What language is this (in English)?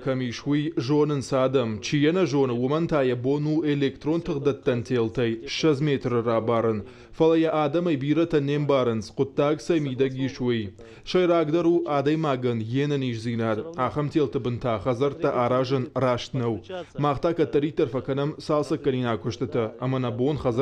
Ossetic